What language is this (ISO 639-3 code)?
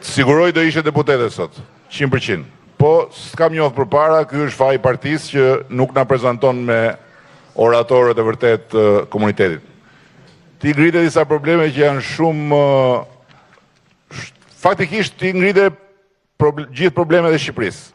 sqi